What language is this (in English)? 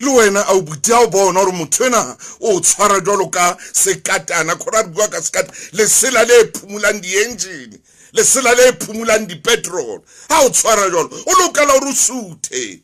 Southern Sotho